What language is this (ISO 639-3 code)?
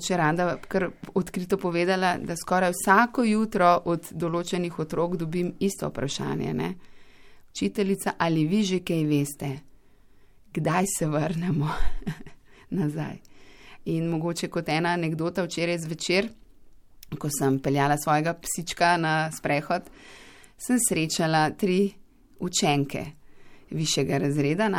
slv